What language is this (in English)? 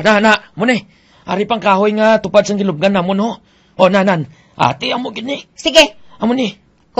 Hiligaynon